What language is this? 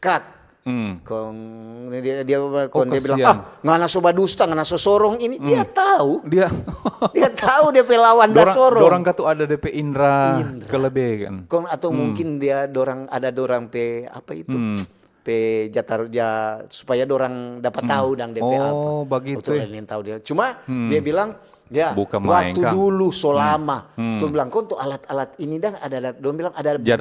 Manado Malay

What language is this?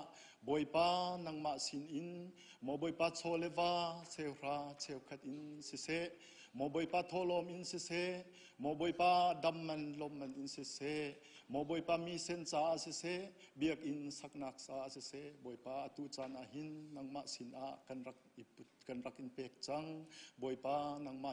Hakha Chin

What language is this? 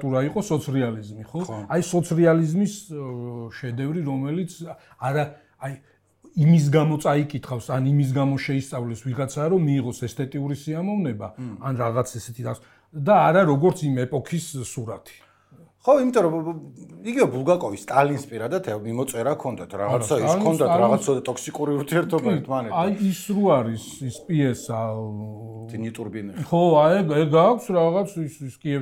Georgian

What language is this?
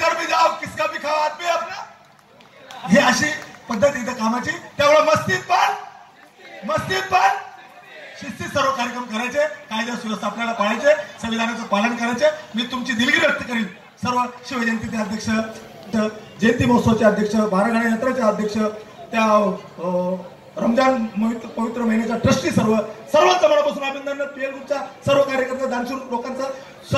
Marathi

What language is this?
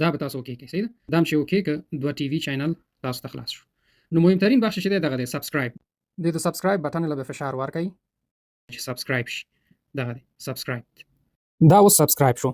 Pashto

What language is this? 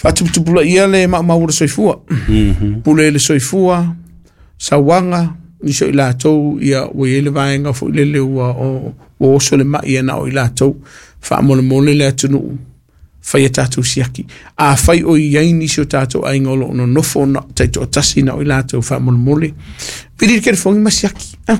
Samoan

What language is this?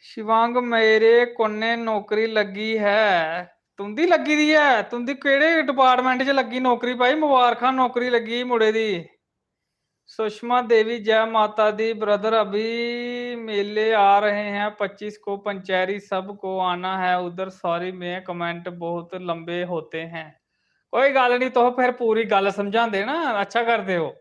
Dogri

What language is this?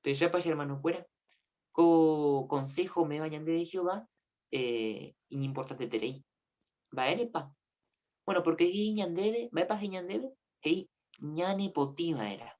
Guarani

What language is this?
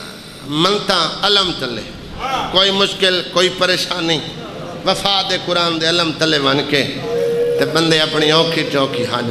Saraiki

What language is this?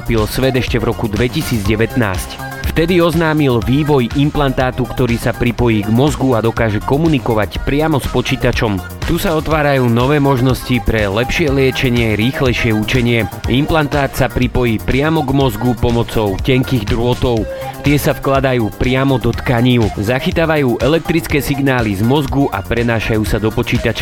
Slovak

